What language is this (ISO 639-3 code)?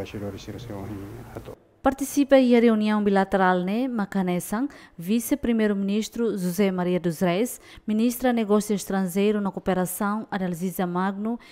tet